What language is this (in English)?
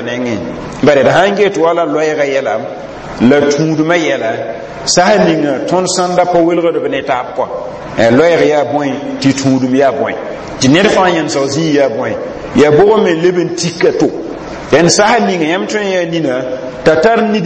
Mossi